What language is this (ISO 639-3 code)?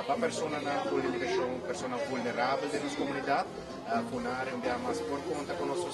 pap